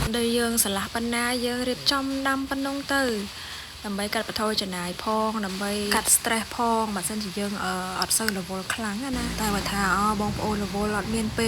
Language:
Khmer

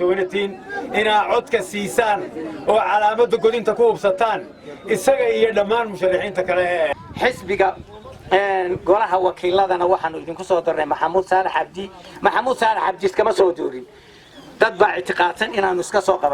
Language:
Somali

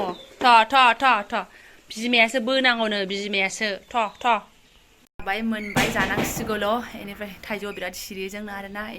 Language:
Bodo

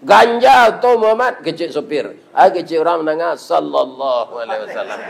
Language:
Minangkabau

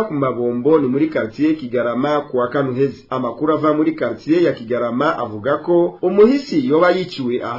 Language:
Rundi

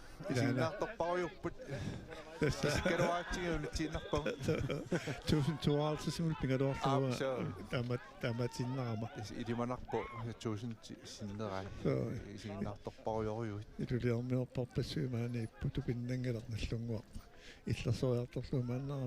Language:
Kalaallisut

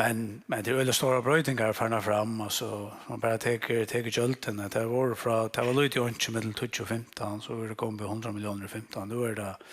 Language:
Faroese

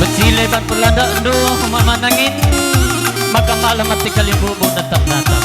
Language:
Batak Karo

